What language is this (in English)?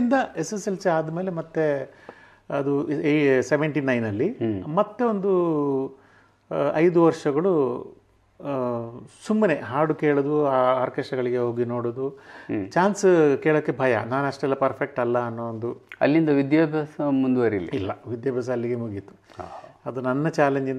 Kannada